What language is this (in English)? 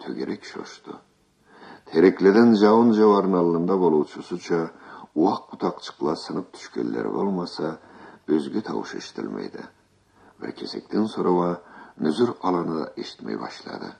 Karachay-Balkar